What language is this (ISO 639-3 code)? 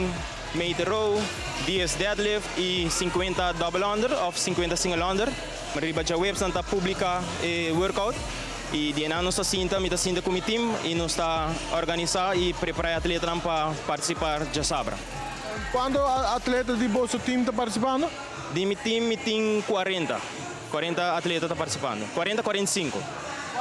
pap